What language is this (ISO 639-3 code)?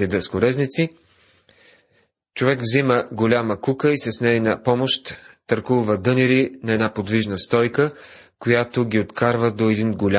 bul